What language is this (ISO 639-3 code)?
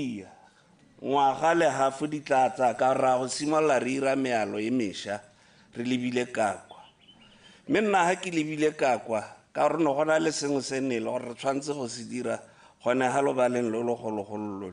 tsn